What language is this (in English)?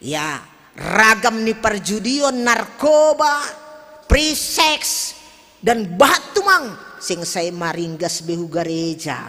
Batak Simalungun